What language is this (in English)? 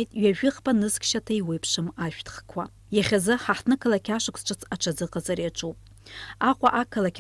Abkhazian